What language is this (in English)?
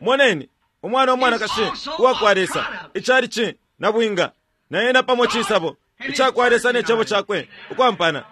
Bemba